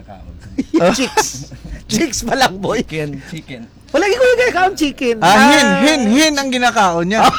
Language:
Hiligaynon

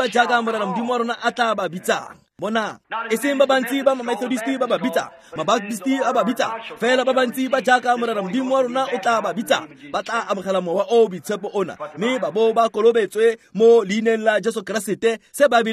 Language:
Tswana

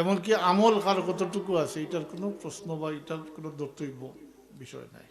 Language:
Sylheti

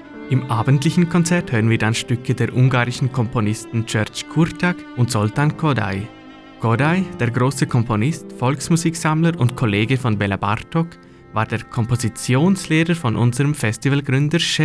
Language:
German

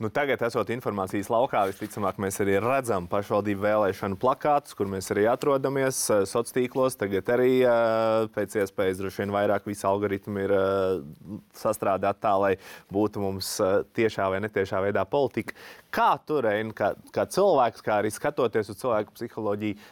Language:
Latvian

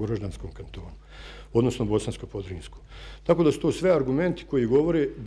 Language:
Bosnian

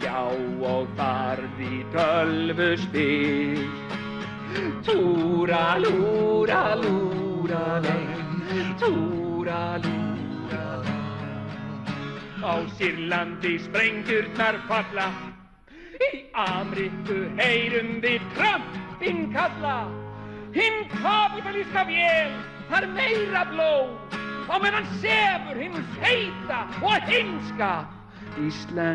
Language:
Icelandic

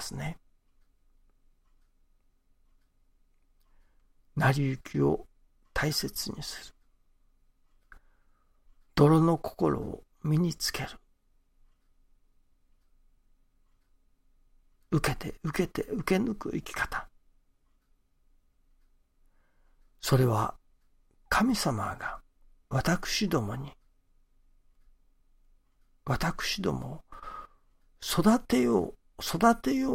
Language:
Japanese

